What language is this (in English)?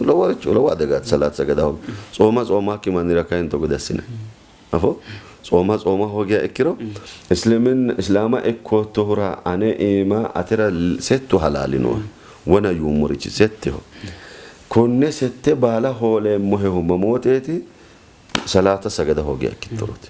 Sidamo